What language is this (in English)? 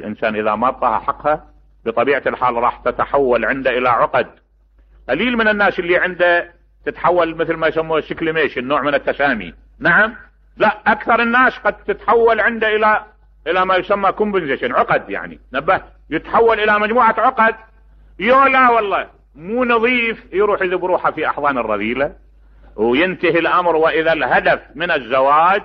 Mesopotamian Arabic